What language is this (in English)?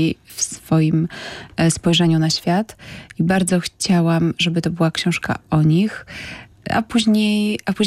Polish